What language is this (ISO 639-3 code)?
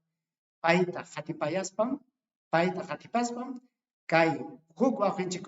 quy